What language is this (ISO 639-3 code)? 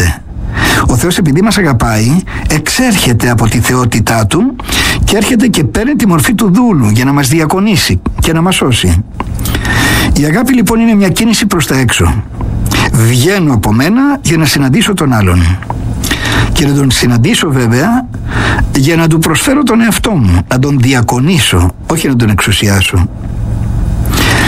ell